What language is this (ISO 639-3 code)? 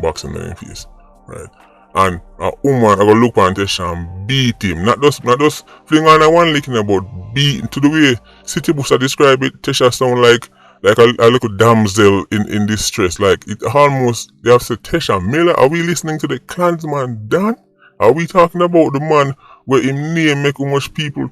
jam